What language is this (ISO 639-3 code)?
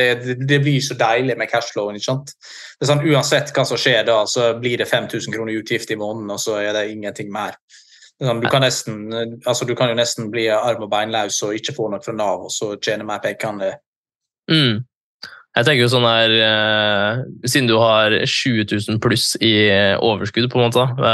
nor